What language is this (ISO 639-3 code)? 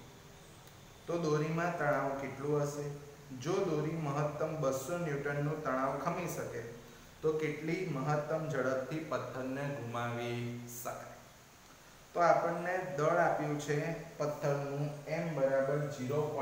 guj